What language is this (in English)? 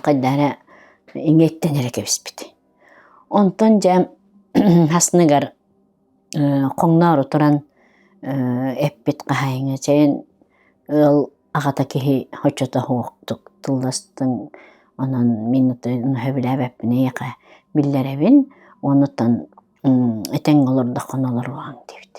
Yakut